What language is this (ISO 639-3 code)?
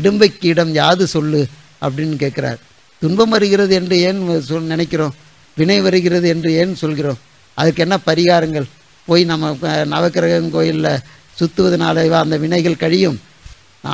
tam